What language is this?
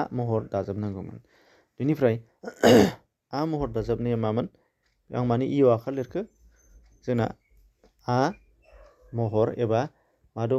Bodo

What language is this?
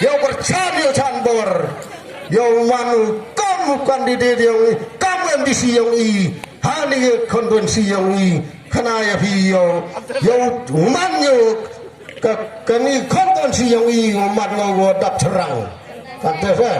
Khasi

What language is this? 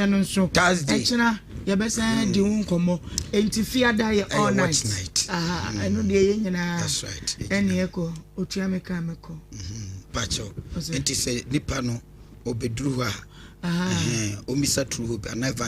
Akan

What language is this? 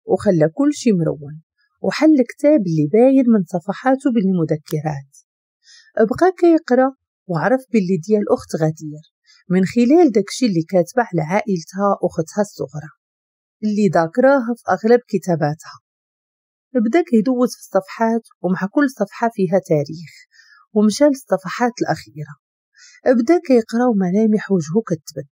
Moroccan Arabic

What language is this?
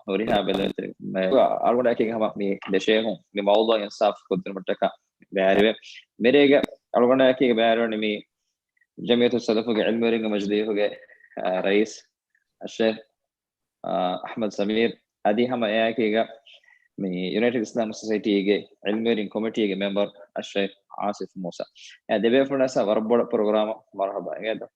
Divehi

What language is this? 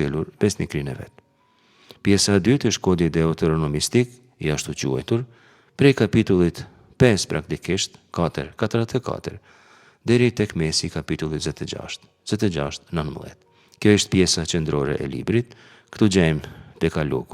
Albanian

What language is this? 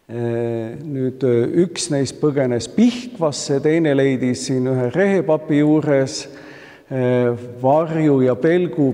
Estonian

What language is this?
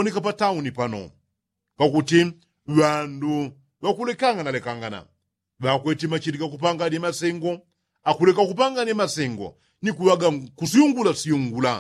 Yao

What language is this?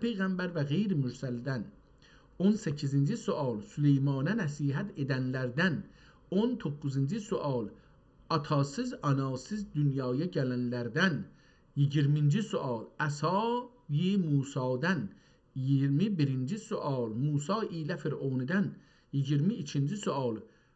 South Azerbaijani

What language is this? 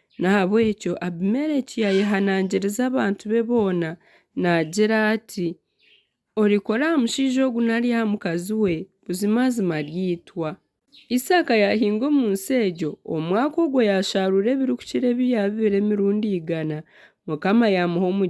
Nyankole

